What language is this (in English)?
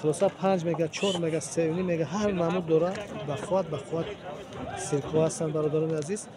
Tajik